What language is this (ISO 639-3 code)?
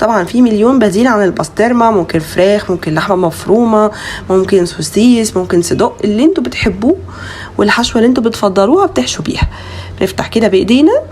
arz